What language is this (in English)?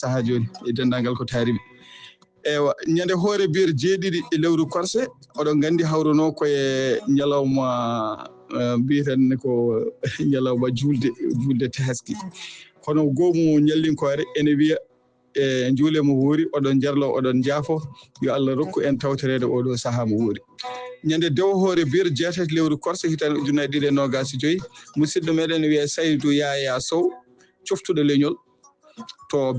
Fula